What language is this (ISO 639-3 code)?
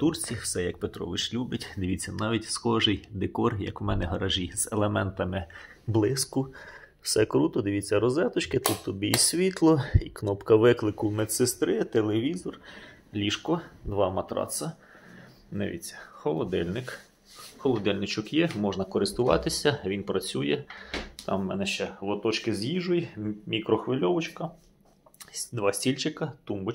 ukr